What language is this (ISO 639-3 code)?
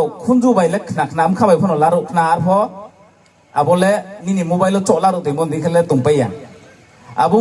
ria